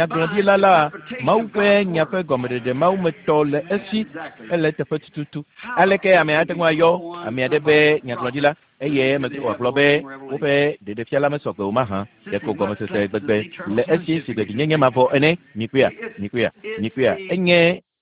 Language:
Ewe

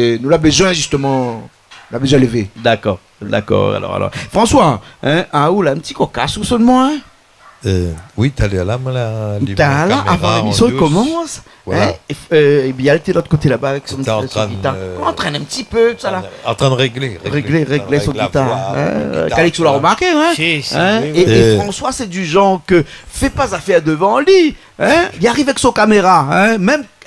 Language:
Réunion Creole French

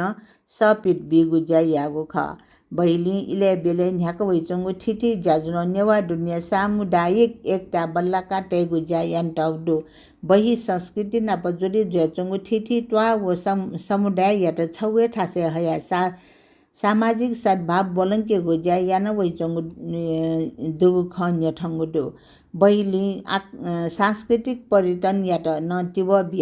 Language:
Newari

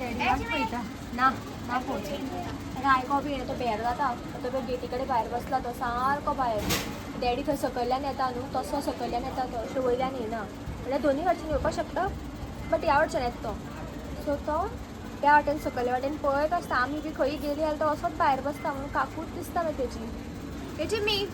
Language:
Konkani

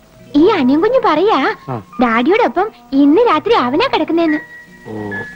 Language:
Malayalam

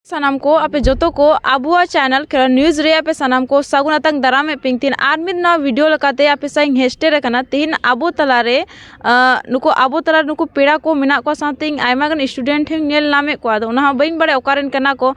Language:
Santali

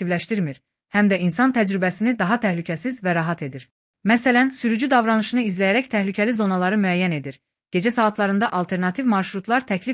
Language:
Azerbaijani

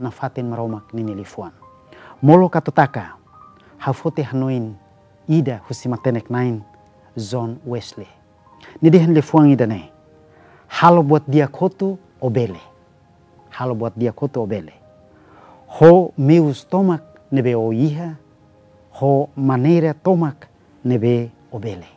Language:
Tetum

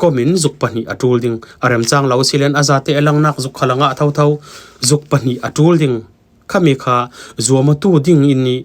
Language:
Falam Chin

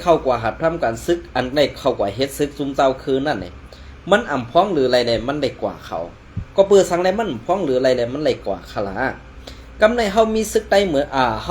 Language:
Shan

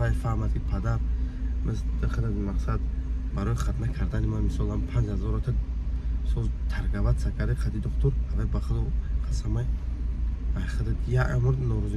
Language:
Tajik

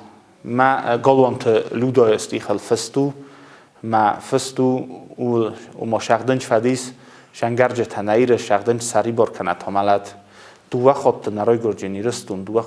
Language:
Ossetic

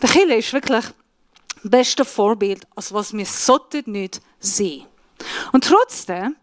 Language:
Swiss German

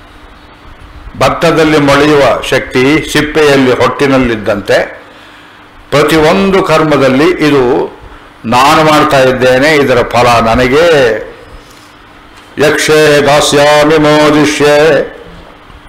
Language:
Kannada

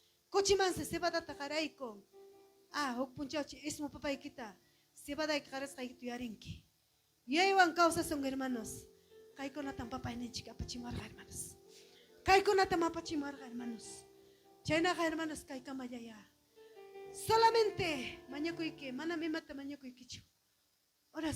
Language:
Ayacucho Quechua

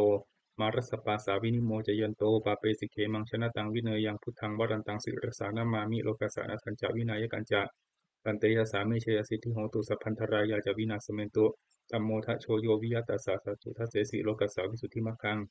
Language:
Pali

